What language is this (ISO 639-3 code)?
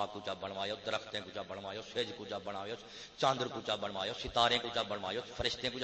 skr